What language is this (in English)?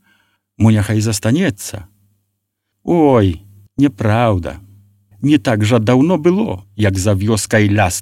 Belarusian